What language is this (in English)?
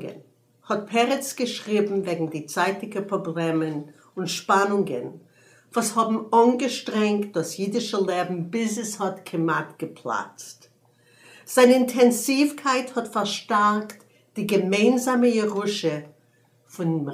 Yiddish